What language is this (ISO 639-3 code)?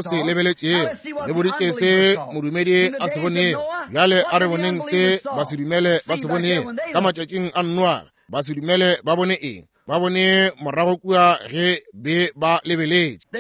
nso